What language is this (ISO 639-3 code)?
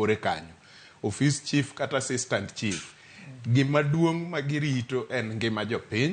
luo